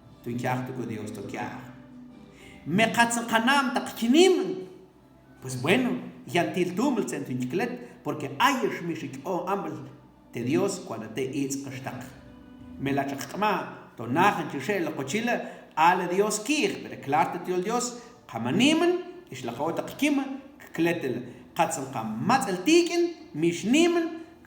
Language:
Mam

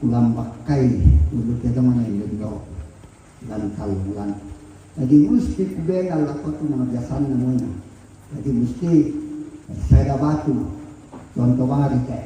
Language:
Toraja-Sa'dan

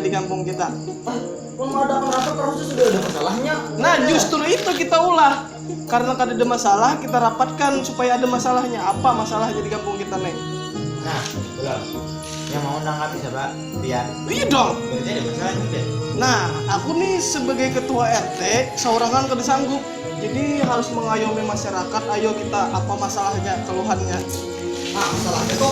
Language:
Banjar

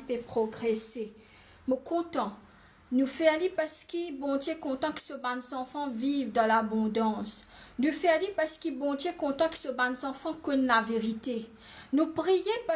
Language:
Morisyen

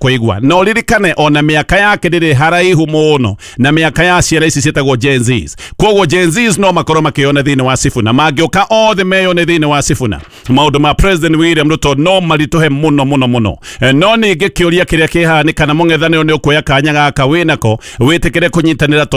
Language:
Kikuyu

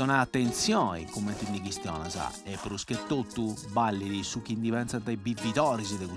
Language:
Sardinian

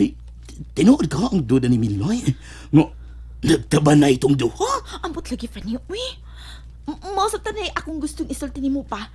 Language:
Cebuano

